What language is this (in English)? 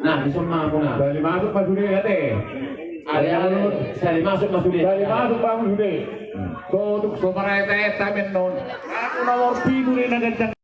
Batak Toba